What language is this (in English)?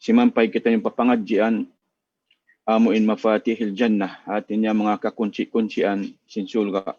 Tausug